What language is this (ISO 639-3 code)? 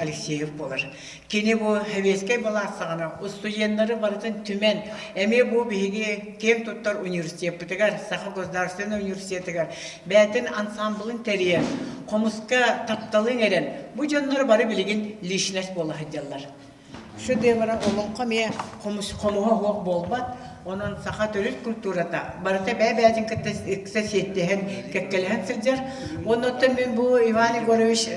sah